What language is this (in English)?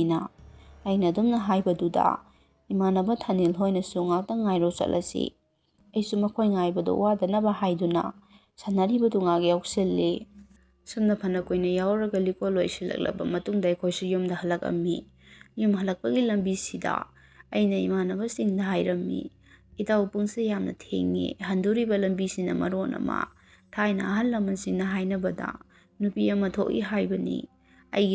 Manipuri